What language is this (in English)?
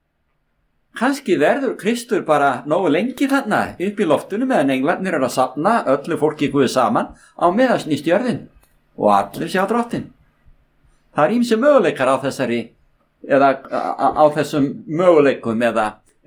Icelandic